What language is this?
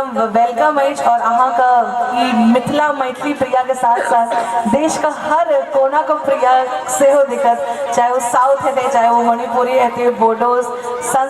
Maithili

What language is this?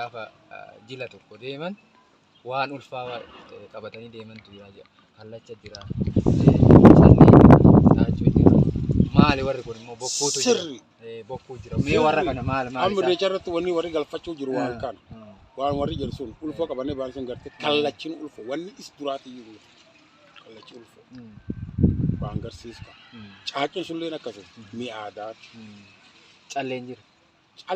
Oromo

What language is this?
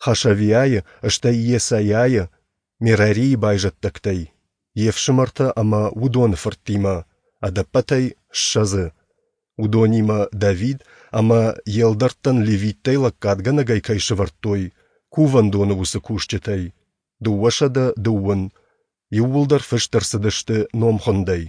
Ossetic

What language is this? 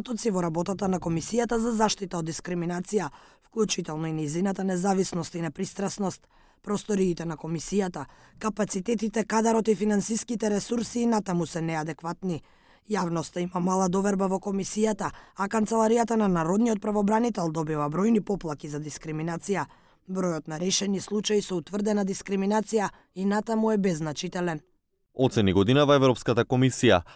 Macedonian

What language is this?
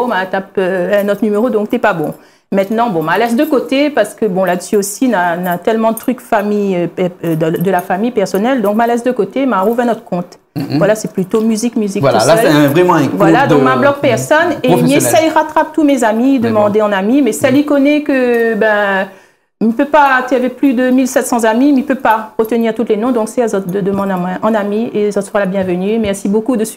Réunion Creole French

